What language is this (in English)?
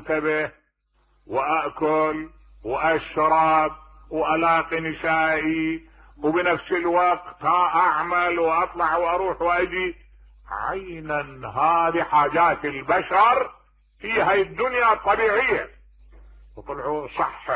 Mesopotamian Arabic